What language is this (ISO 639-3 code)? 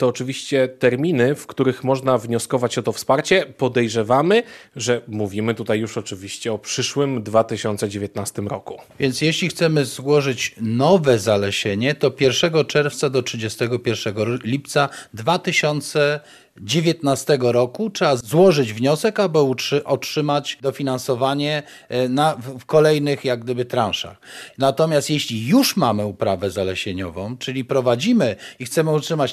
pol